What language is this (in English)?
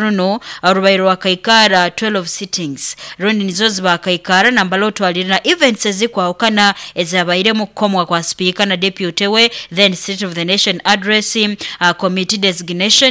Nyoro